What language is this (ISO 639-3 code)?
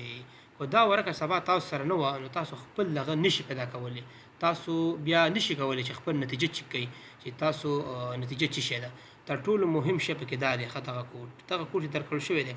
pus